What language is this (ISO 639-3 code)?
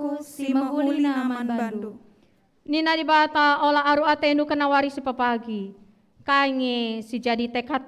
btx